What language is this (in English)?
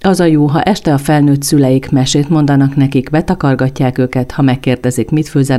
Hungarian